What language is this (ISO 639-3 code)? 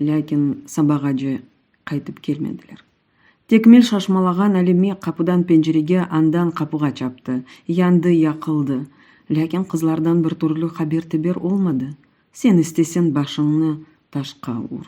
crh